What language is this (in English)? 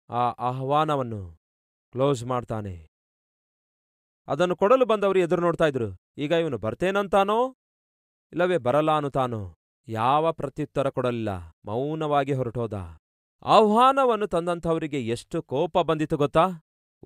Kannada